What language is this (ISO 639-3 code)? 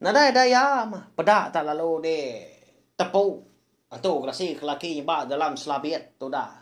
iba